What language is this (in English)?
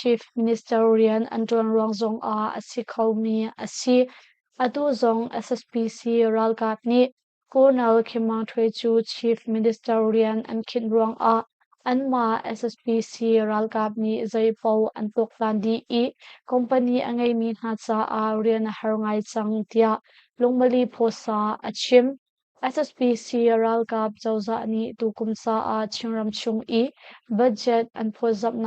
Hakha Chin